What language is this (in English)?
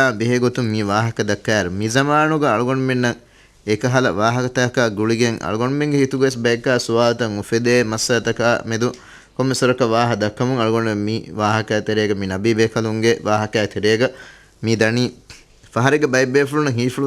Divehi